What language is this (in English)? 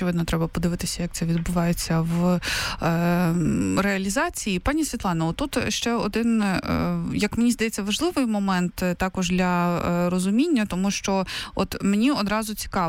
Ukrainian